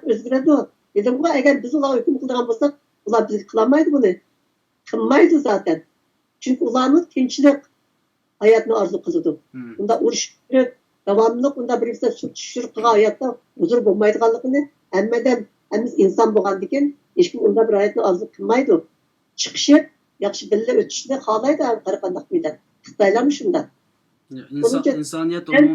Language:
Uyghur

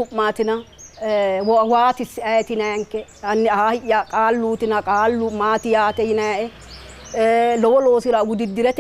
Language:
Sidamo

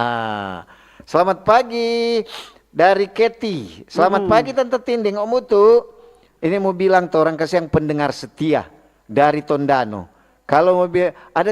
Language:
Manado Malay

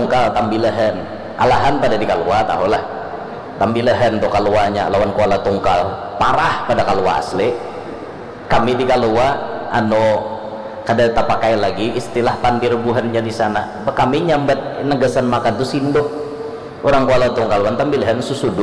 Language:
Banjar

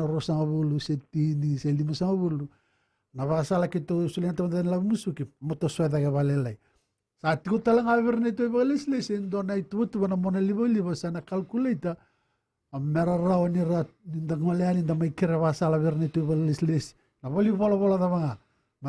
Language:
Fijian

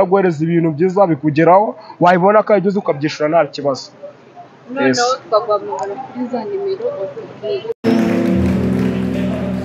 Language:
Kinyarwanda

